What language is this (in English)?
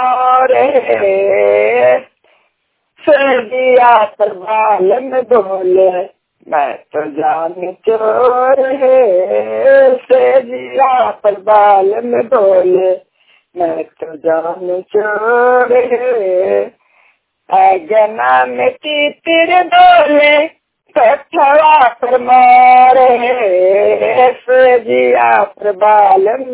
Hindi